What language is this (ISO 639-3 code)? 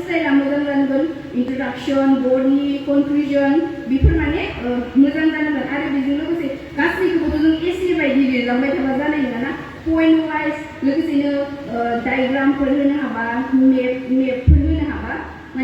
brx